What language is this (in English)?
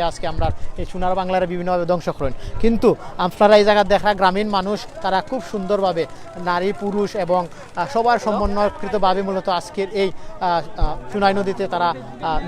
Sylheti